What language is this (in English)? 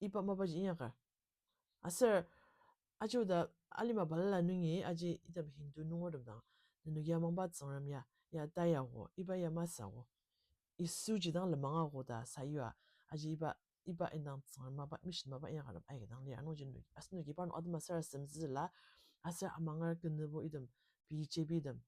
Ao Naga